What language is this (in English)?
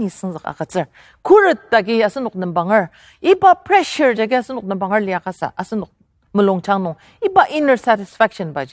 Ao Naga